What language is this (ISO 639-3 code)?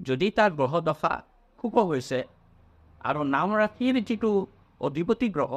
asm